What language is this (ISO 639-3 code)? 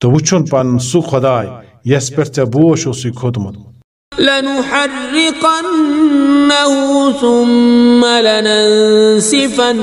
kas